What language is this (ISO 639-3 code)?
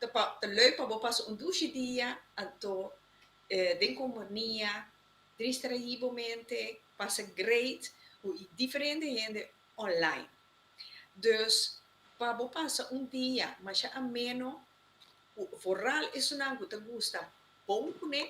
pap